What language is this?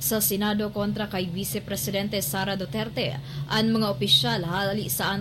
Bikol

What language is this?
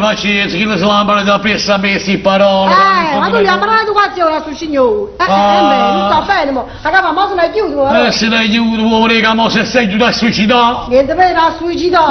Neapolitan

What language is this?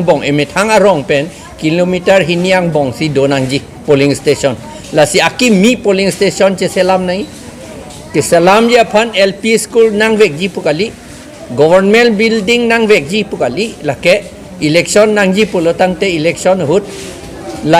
Karbi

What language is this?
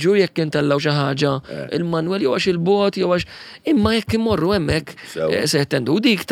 Maltese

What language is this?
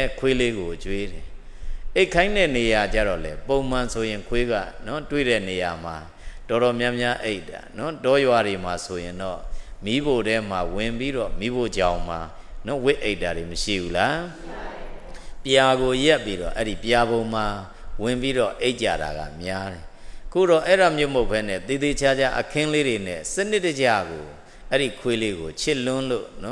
Burmese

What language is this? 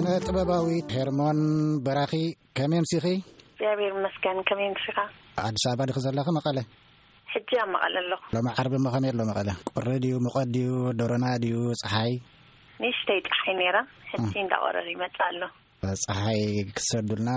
Tigrinya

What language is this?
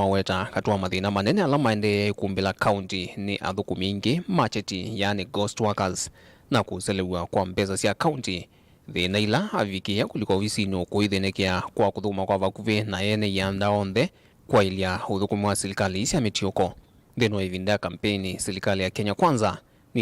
Kamba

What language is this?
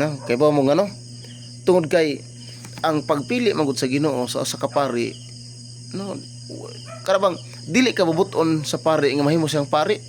Cebuano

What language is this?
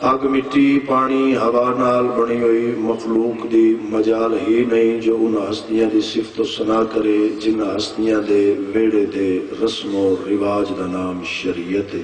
Saraiki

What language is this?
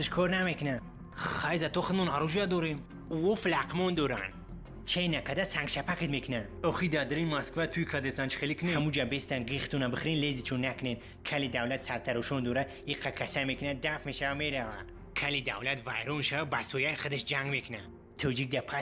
Tajik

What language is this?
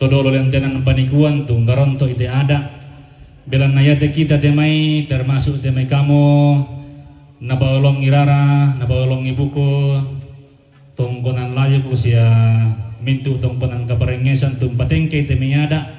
Toraja-Sa'dan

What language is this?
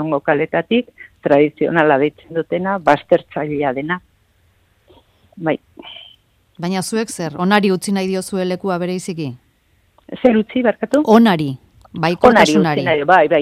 Basque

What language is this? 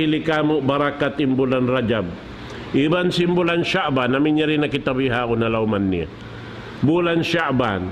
Tausug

